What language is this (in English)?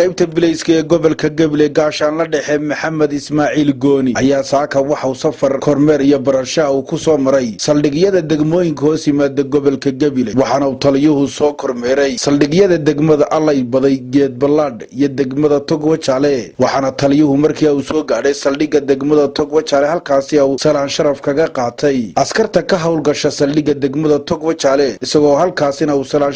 Somali